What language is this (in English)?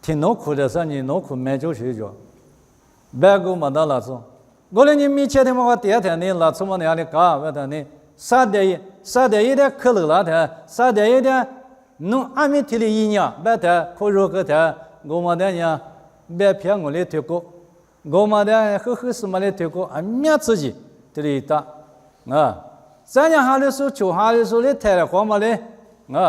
Lisu